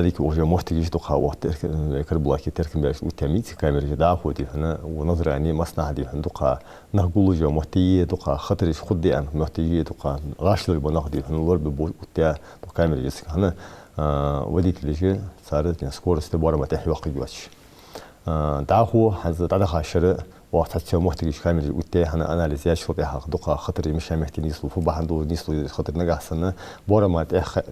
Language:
Ingush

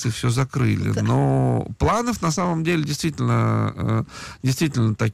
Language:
Russian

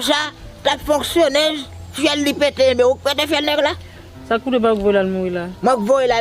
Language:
Haitian Creole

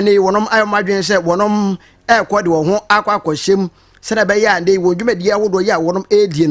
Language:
Akan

